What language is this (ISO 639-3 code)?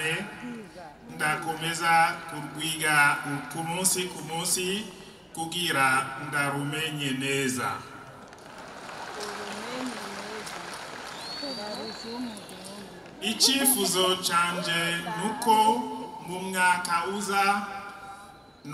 run